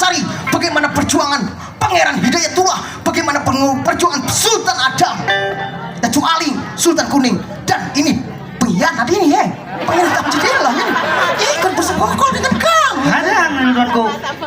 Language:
Banjar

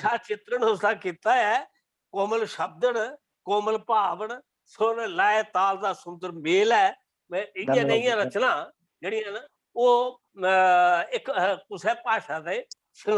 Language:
Dogri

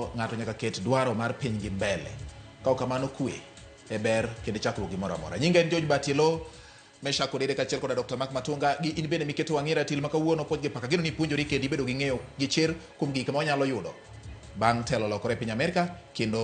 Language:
Luo (Kenya and Tanzania)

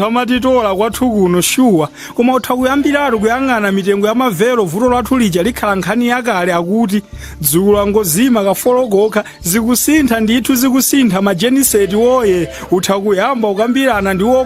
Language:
Nyanja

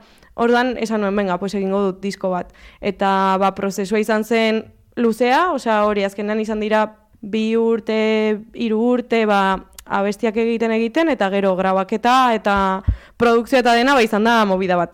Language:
Basque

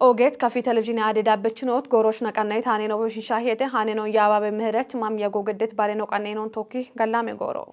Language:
Kafa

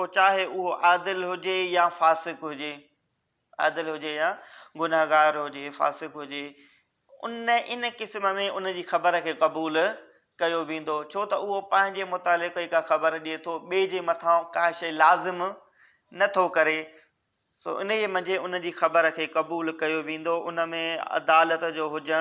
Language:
Sindhi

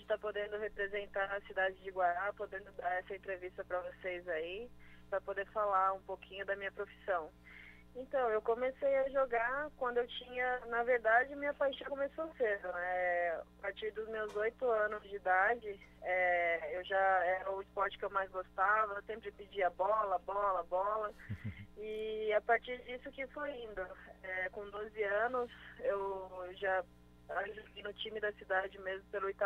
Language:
Portuguese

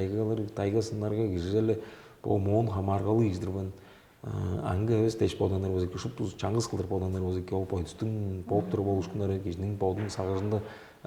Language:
Tuvinian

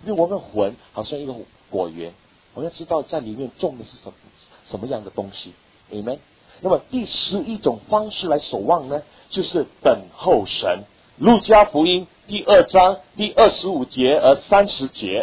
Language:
Chinese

